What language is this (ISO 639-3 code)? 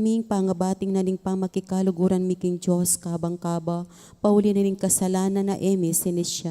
pam